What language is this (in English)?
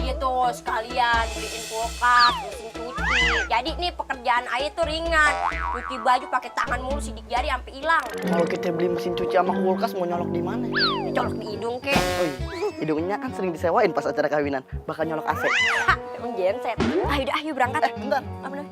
Betawi